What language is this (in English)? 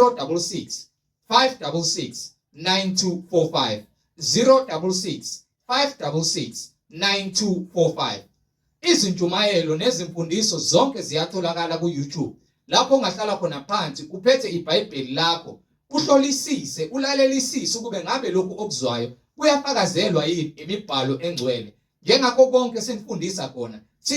Zulu